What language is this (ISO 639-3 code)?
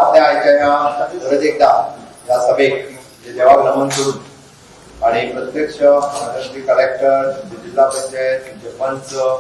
kok